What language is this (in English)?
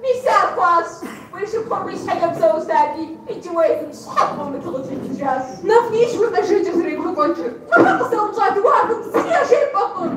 Kabardian